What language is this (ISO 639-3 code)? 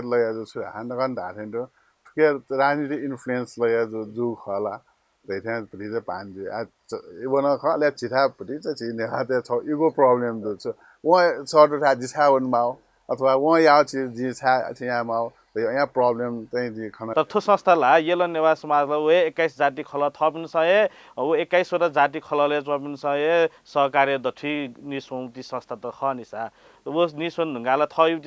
new